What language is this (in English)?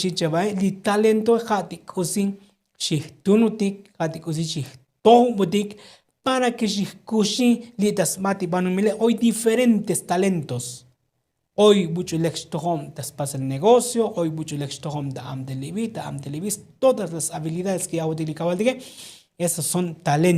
Tzotzil